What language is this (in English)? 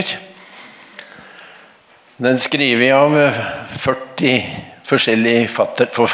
Norwegian